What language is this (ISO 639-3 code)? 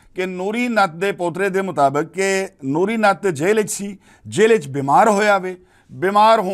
lah